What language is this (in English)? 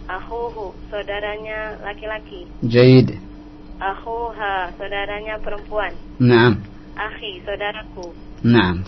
Indonesian